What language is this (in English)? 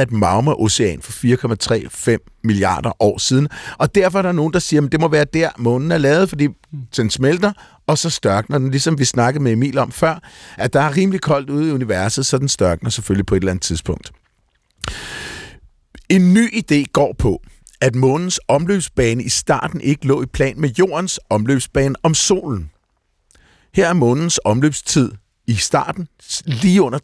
Danish